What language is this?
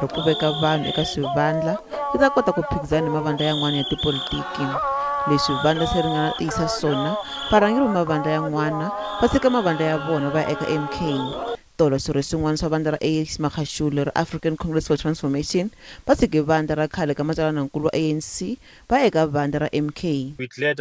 Tsonga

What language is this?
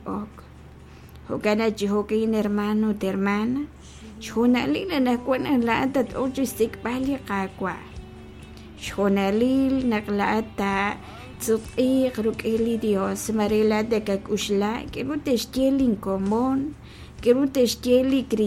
Kekchí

